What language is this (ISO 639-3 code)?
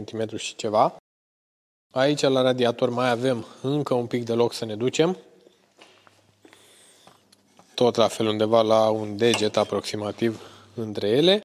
ron